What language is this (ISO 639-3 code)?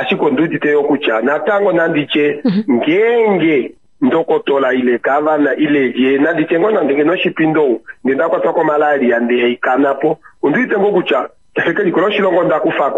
kua